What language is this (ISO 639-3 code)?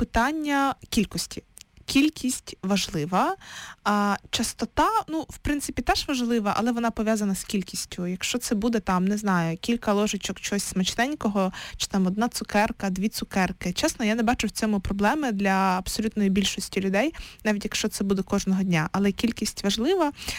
ukr